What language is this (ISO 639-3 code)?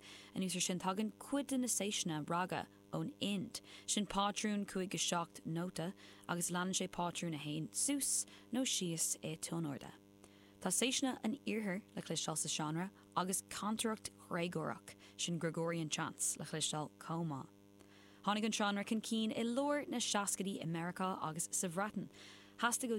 gle